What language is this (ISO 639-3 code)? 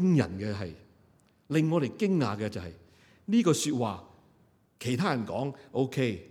yue